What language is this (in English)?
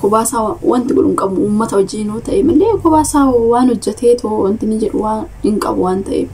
Oromo